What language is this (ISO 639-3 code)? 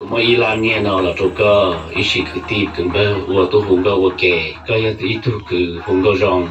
hmn